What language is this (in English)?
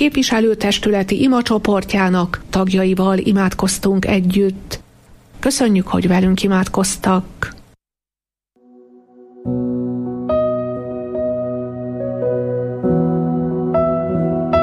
Hungarian